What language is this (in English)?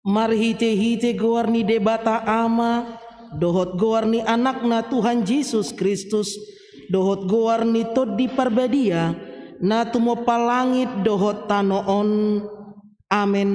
Batak Toba